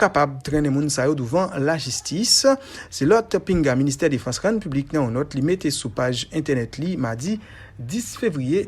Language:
Haitian Creole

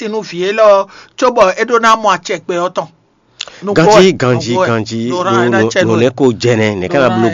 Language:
Fon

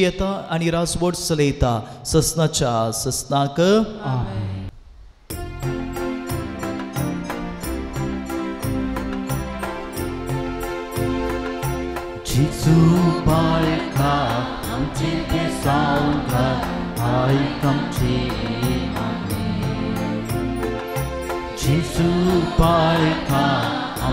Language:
Konkani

